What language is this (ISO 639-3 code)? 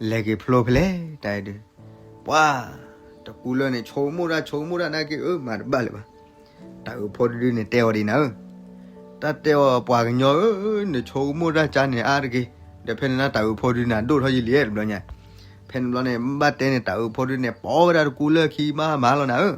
ksw